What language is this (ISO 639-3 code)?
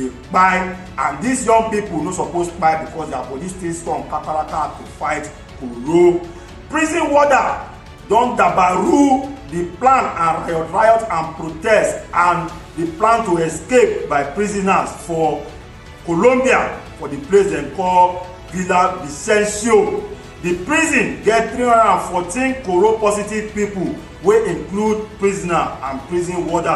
pcm